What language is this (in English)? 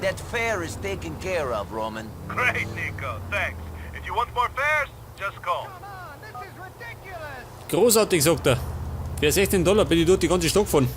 Bavarian